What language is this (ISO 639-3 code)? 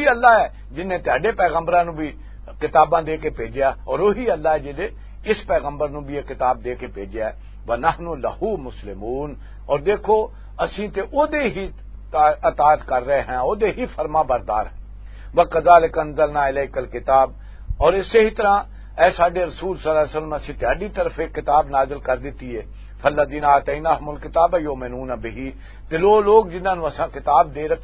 lah